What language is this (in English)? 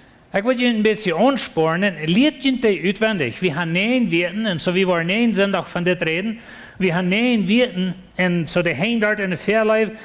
Plautdietsch